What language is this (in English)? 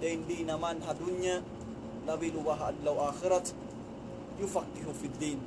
Tausug